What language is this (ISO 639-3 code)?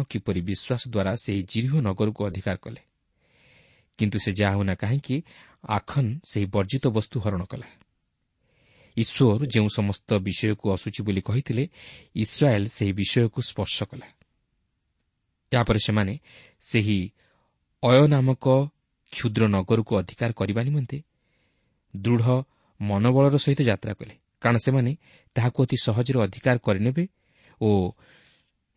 ori